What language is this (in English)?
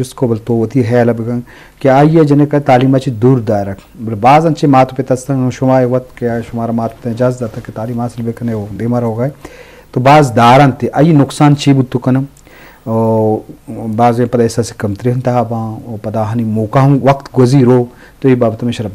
Eastern Balochi